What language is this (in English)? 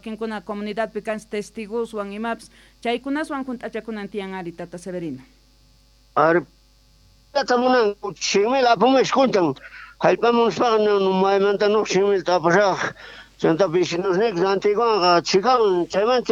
South Bolivian Quechua